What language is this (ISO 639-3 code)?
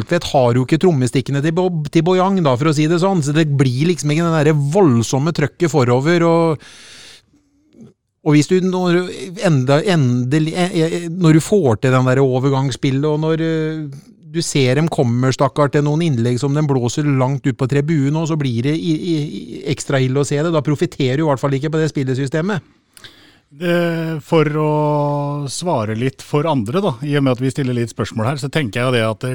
nor